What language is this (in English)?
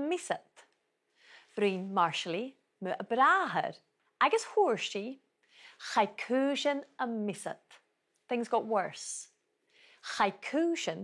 Scottish Gaelic